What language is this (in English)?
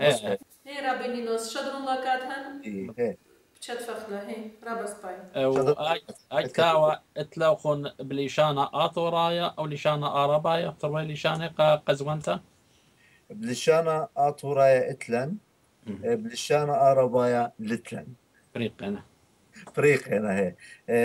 Assyrian Neo-Aramaic